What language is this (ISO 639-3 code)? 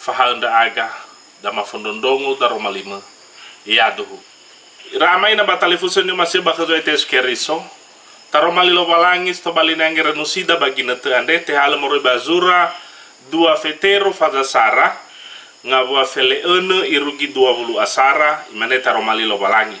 nia